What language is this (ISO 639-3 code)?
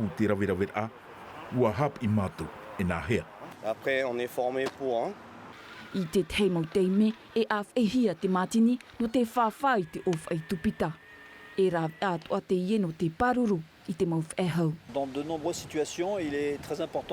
tah